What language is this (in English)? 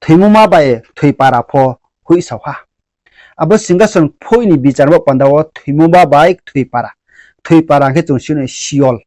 Riang (India)